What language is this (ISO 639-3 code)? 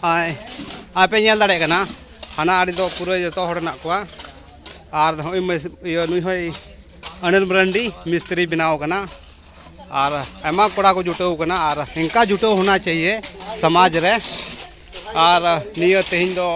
sat